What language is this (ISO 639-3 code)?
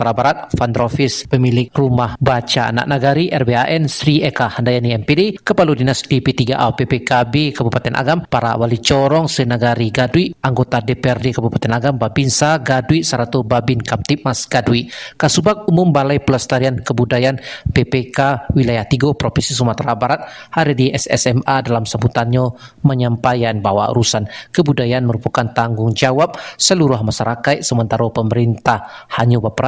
min